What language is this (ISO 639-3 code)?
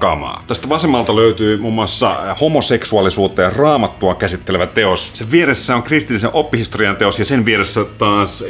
fin